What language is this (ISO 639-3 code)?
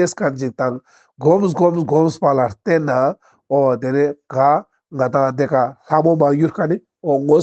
lbj